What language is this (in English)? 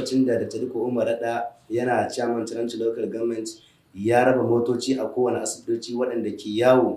Hausa